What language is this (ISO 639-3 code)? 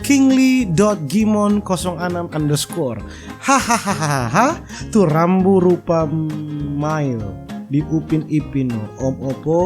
xmm